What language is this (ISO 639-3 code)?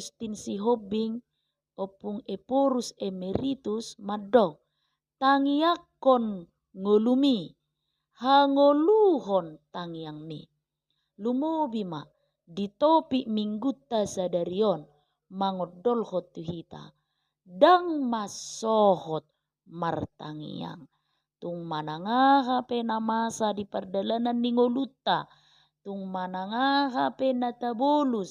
bbc